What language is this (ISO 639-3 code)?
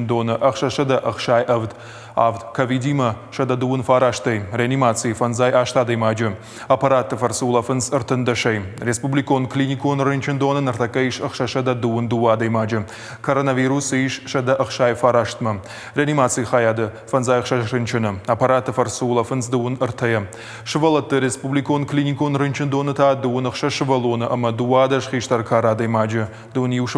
oss